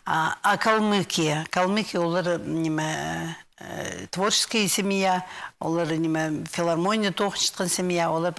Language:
Khakas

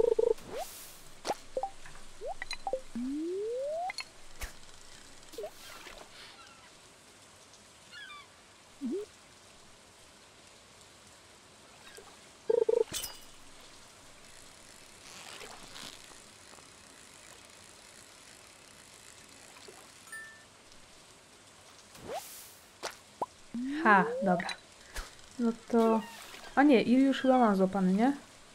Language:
Polish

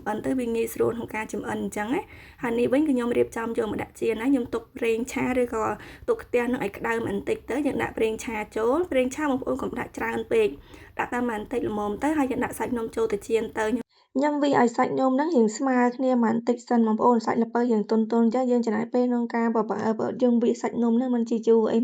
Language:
Khmer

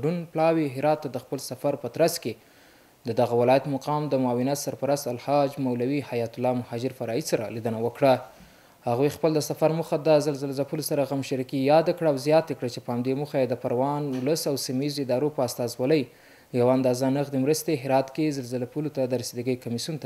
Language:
Pashto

